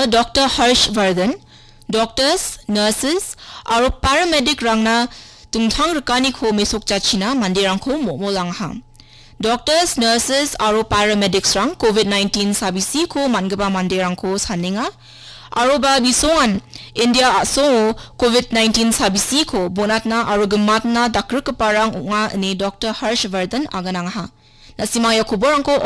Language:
Garo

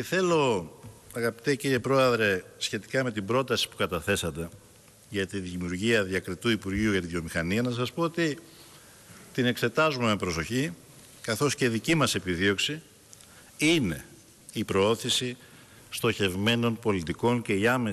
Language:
Greek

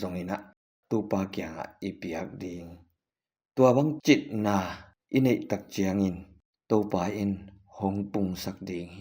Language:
Tedim Chin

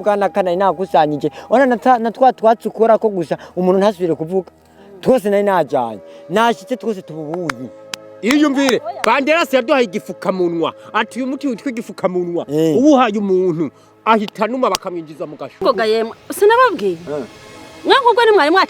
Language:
Rundi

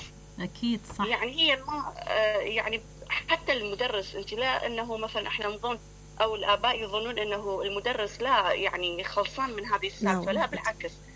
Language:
Mesopotamian Arabic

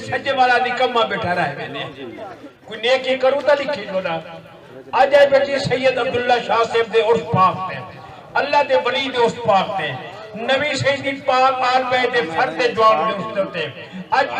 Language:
Saraiki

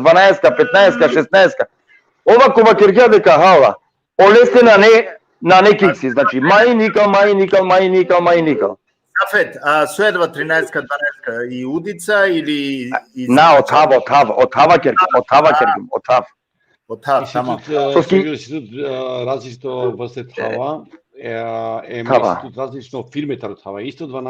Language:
Balkan Romani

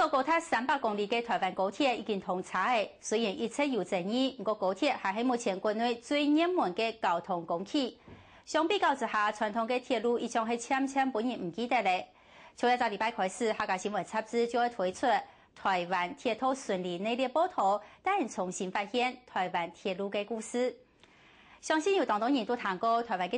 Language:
Hakka Chinese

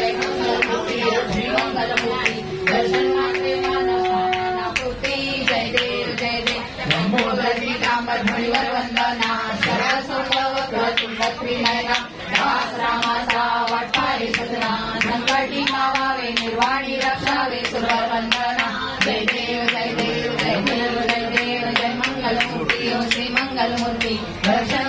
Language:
Marathi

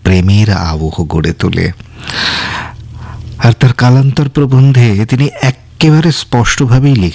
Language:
Bangla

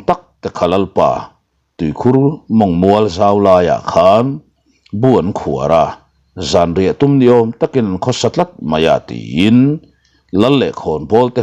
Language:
Mizo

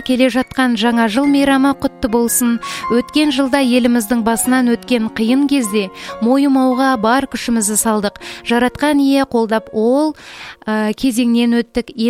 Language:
Kazakh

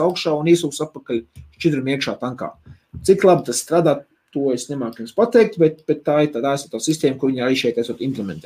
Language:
Latvian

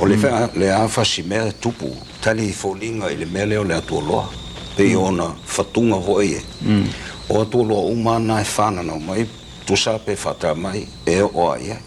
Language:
Samoan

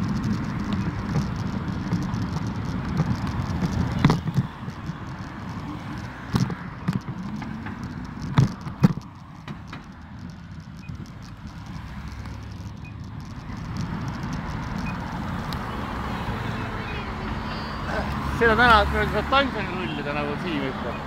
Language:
Estonian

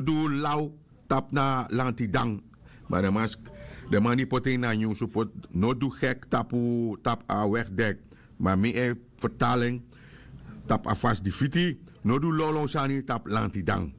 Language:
Sranan Tongo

